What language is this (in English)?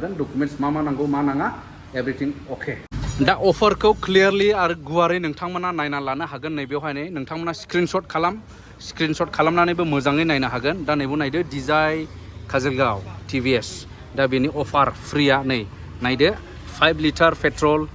Bodo